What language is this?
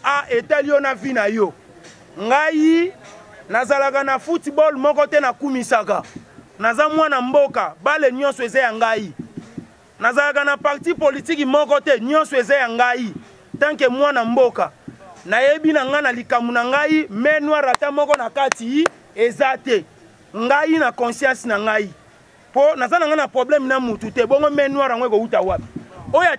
Lingala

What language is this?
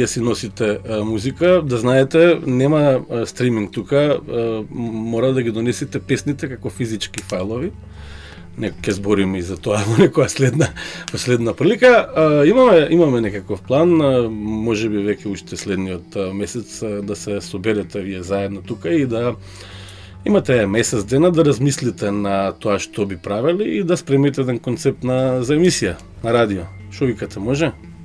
Macedonian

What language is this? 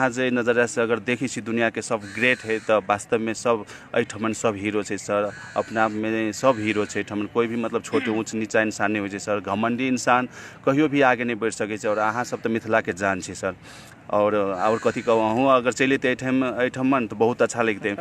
Maithili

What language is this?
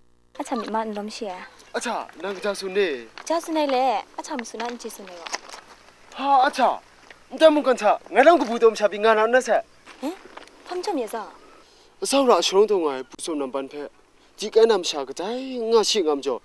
Kachin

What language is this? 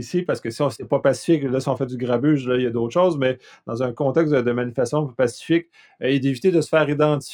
French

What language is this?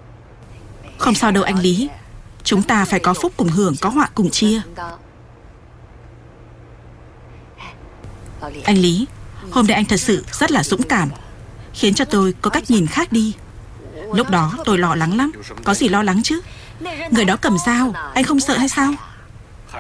Vietnamese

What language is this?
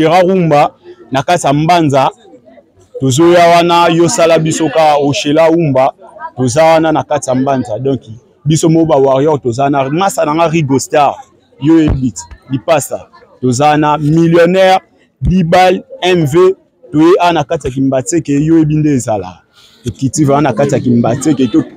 Lingala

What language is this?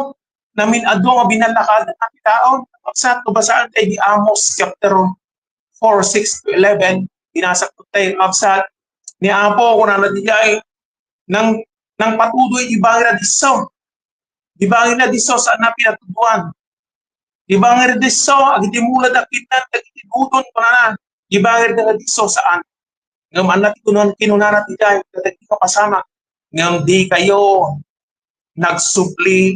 Iloko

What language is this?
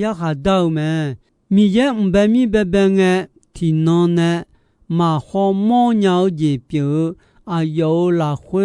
Akha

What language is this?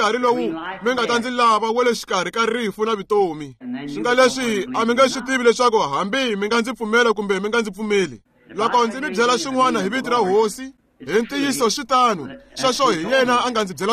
Tsonga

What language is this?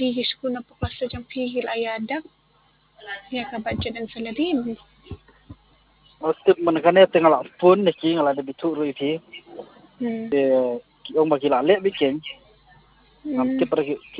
Khasi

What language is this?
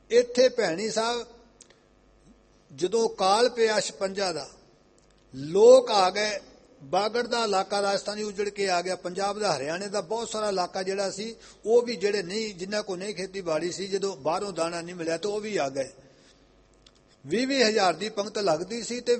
Punjabi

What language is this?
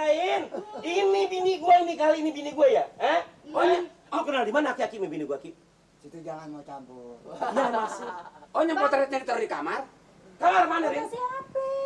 Betawi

